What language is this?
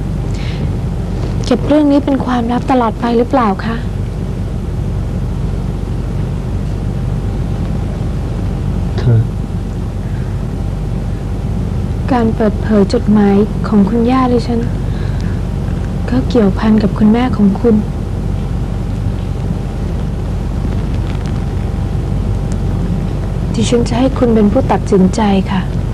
Thai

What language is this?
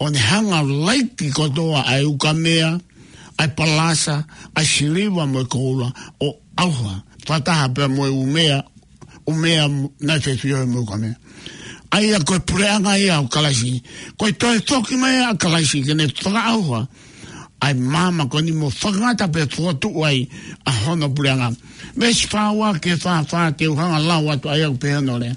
Tongan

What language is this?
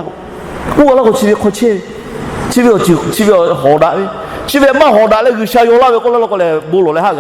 Lahu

